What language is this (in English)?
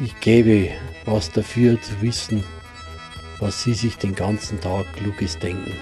Bavarian